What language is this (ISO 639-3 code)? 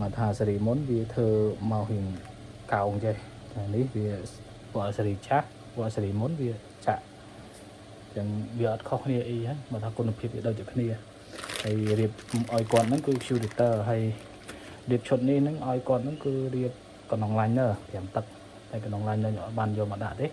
khm